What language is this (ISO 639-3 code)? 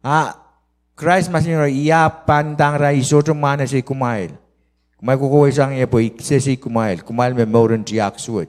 pon